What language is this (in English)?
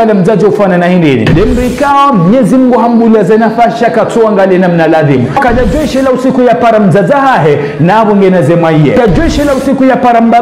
Ngazidja Comorian